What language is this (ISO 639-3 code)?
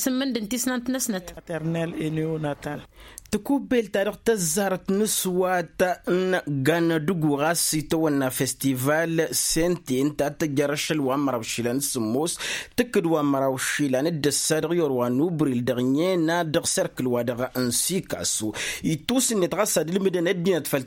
taq